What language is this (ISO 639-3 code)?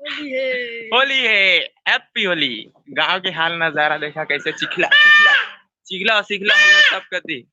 hne